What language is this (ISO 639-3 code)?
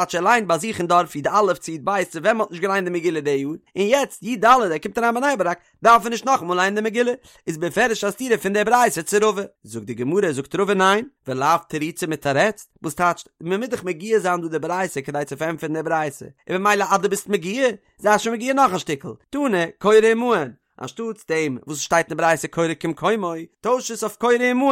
yid